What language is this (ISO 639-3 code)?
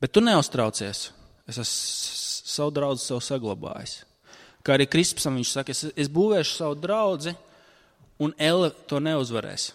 lav